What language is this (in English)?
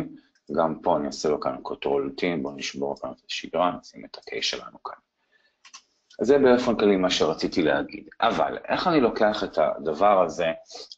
Hebrew